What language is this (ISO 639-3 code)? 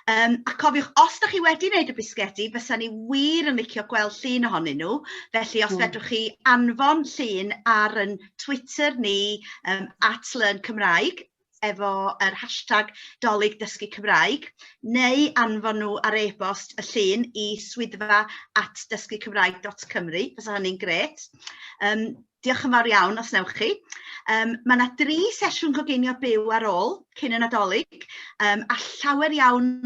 cym